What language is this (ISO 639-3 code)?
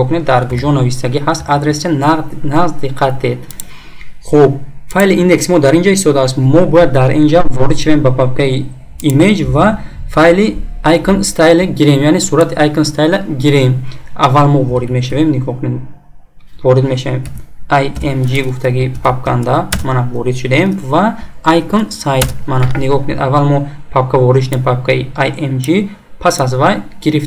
tgk